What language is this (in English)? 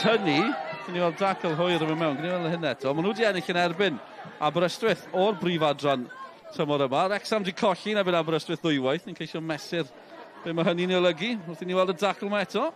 Welsh